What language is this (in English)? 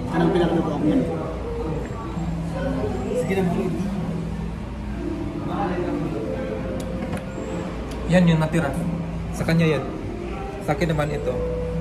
Filipino